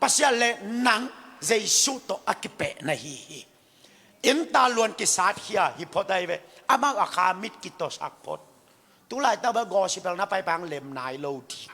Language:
Tedim Chin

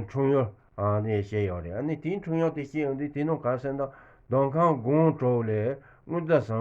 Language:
Tibetan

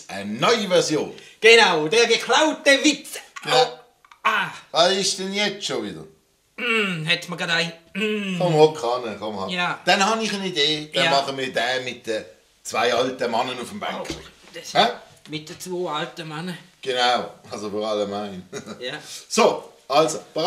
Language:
Swiss German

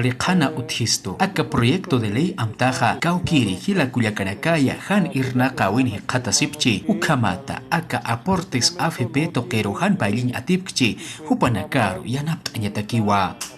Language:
Aymara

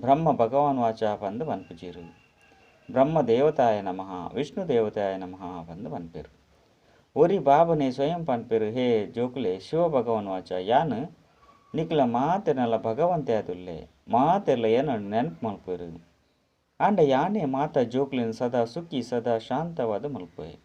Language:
Tulu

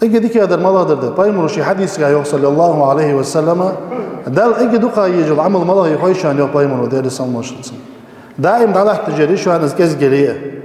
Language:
Ingush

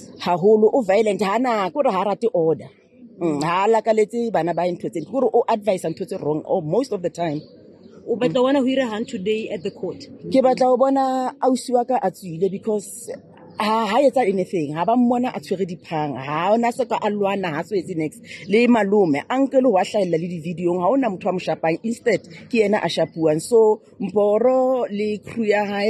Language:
Southern Sotho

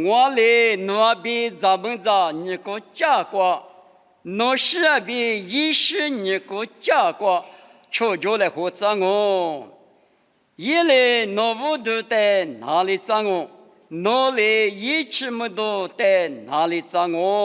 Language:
Lisu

